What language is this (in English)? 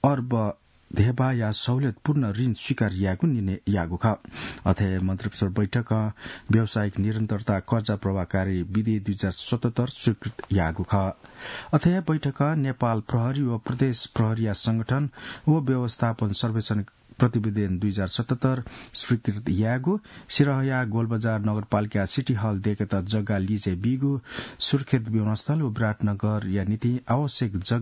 Newari